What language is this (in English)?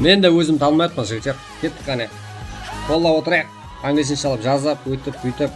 Kara-Kalpak